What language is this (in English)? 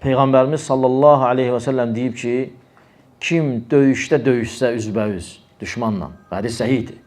Azerbaijani